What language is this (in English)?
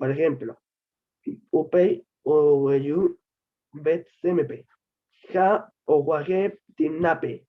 Guarani